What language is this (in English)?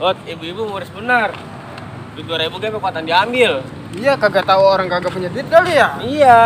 Betawi